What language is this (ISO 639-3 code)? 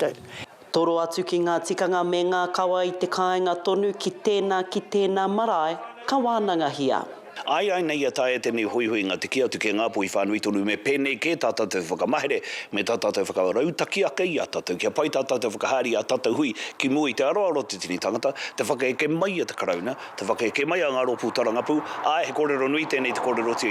mri